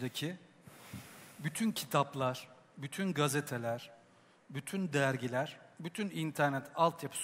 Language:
Turkish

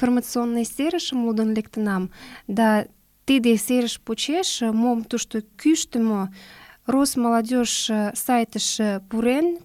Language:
Mari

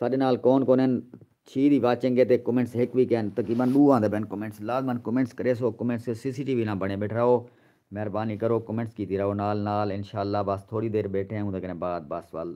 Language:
Saraiki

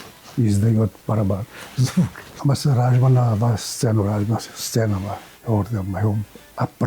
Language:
Ossetic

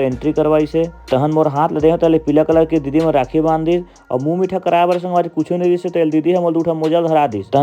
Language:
Chhattisgarhi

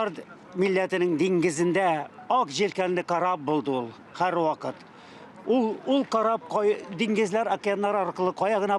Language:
Tatar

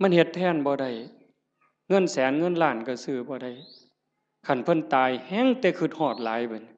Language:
Northeastern Thai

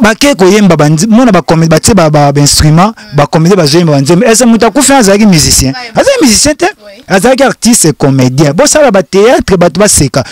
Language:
Lingala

